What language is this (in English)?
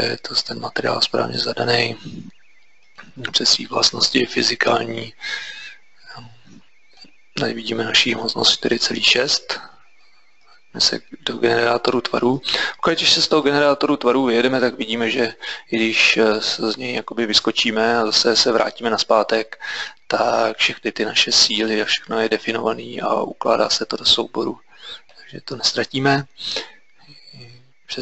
Czech